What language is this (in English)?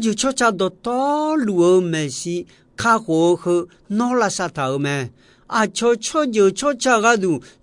Akha